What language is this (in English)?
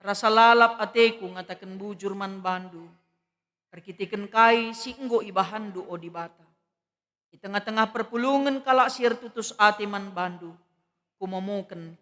Batak Karo